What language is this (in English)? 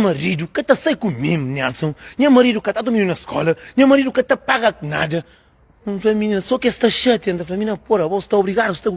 Kabuverdianu